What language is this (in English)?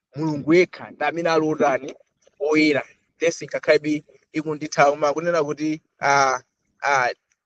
Nyanja